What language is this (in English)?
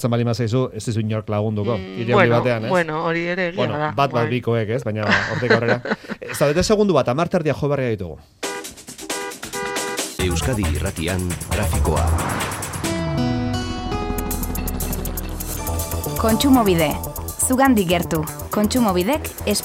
Basque